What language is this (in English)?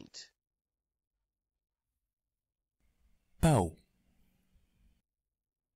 Dutch